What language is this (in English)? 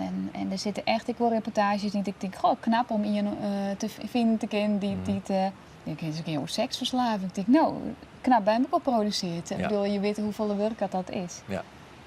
Western Frisian